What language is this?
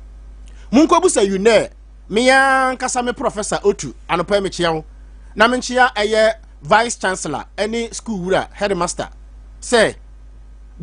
Akan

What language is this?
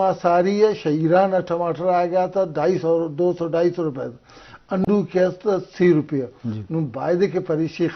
Eastern Balochi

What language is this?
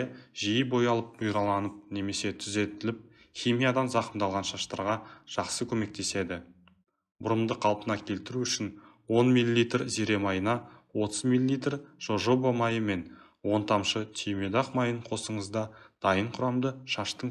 Kazakh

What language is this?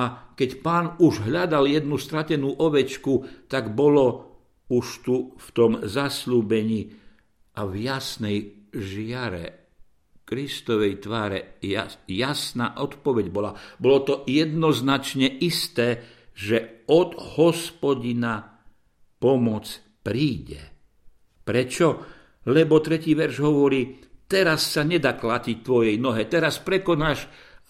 Slovak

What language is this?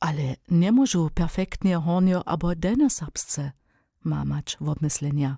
Upper Sorbian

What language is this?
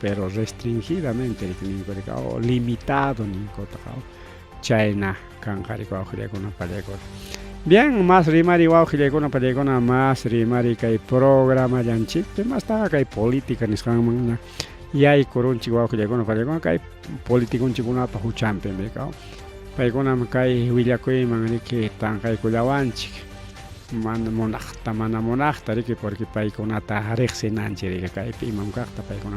Ayacucho Quechua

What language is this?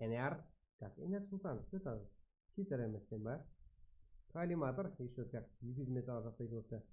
Kara-Kalpak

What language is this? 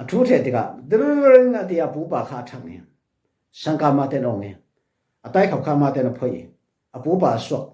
Falam Chin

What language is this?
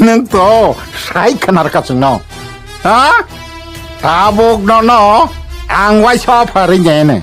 Kok Borok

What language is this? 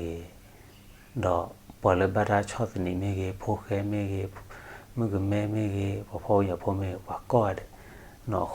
S'gaw Karen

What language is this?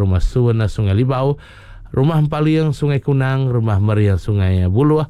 Iban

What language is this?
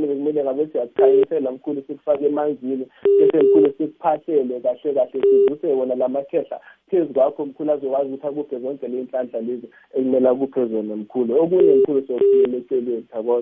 South Ndebele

